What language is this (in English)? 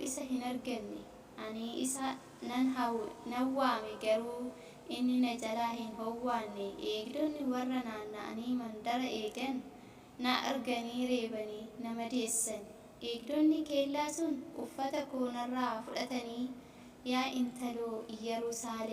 Oromo